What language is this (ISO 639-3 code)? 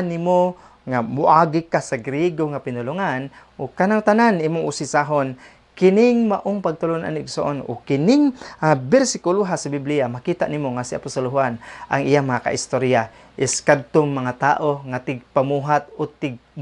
ceb